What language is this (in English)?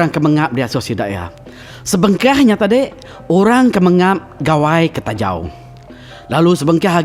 Iban